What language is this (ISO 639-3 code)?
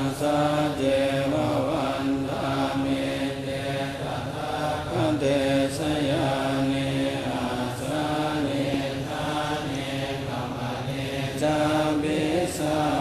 pli